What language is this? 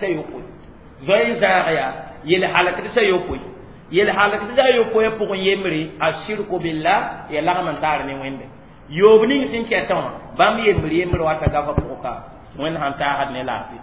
Mossi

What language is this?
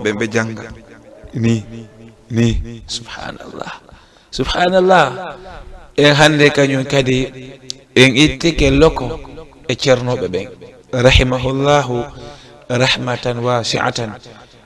Fula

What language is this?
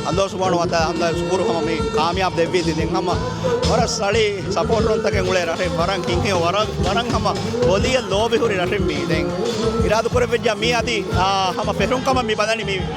Divehi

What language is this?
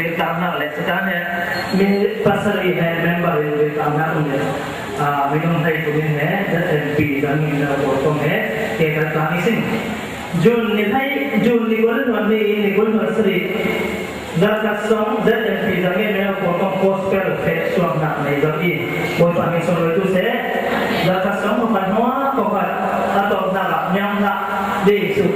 Falam Chin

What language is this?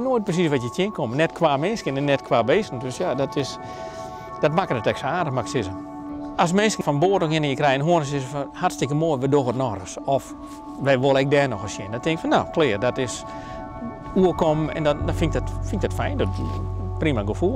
Western Frisian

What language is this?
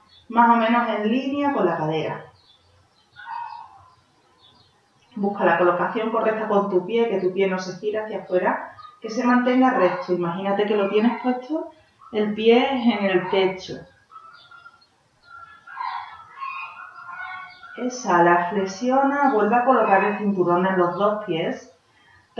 Spanish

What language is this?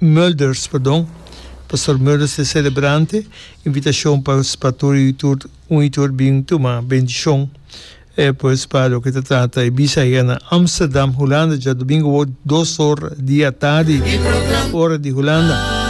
Papiamento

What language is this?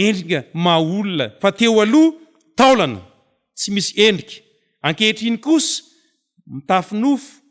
Malagasy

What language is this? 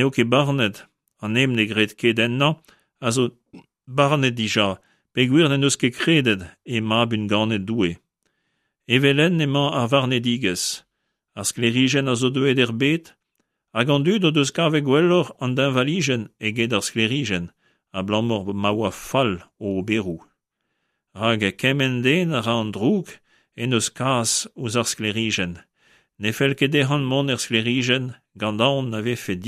Breton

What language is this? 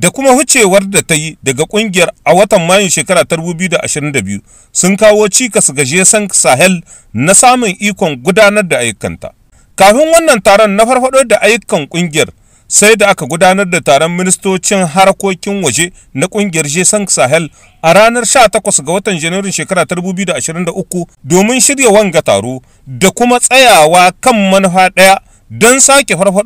Hausa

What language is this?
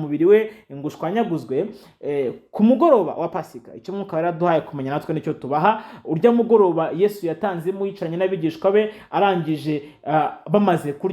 Kinyarwanda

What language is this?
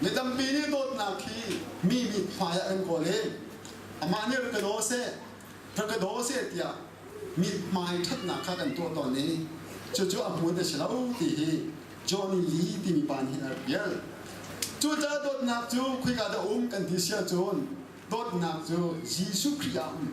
Hakha Chin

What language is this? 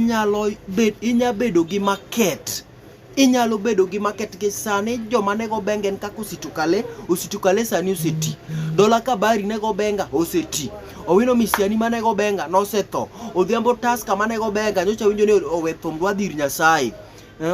Luo (Kenya and Tanzania)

